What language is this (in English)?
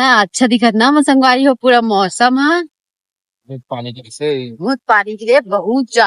Chhattisgarhi